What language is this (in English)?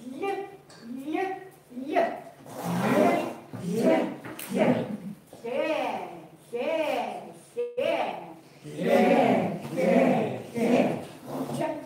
Chukot